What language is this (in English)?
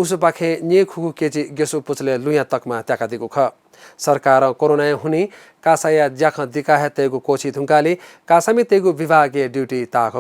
Newari